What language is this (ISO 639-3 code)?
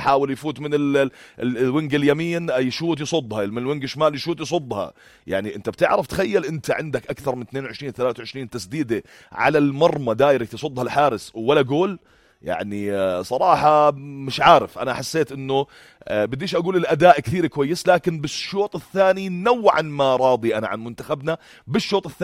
apc